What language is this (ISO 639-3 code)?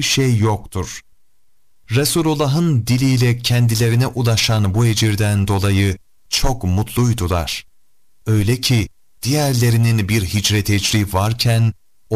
tur